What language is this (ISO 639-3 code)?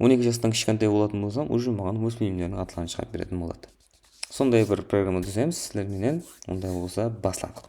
kaa